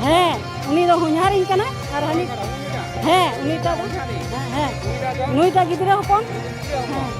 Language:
Santali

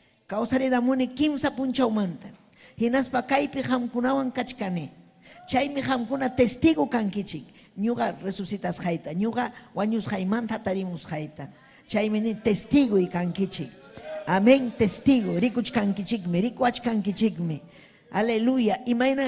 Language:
Ayacucho Quechua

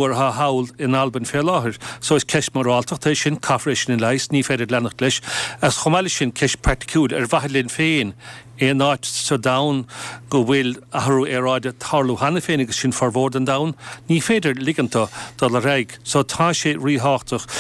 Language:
Irish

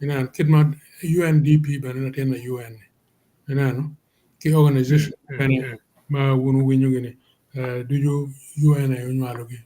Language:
Acoli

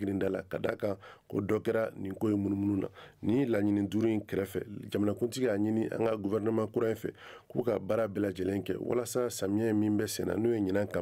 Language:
Bambara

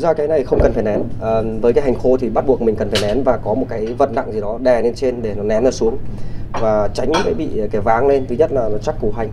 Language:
Vietnamese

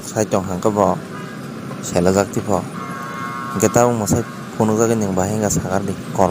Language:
Kok Borok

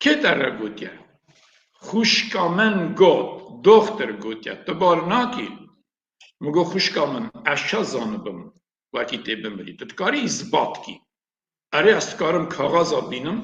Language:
Kurdish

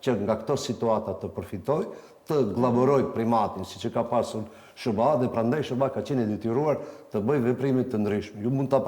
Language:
Albanian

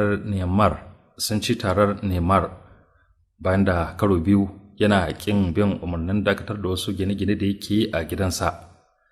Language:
Hausa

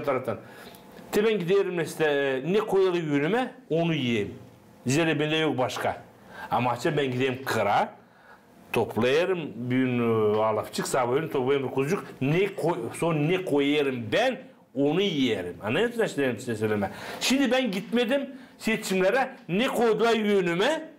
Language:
Gagauz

